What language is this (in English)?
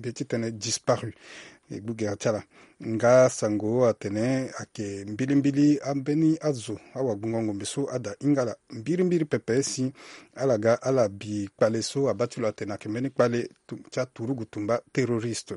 Sango